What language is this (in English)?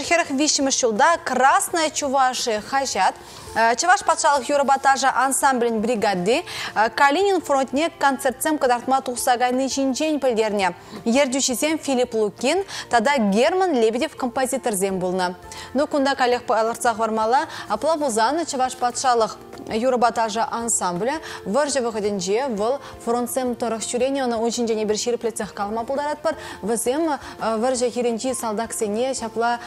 Chuvash